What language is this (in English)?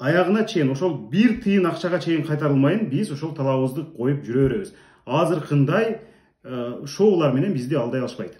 Kyrgyz